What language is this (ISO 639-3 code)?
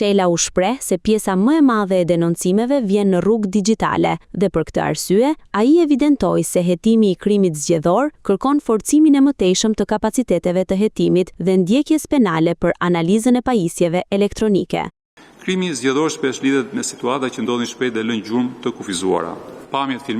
sqi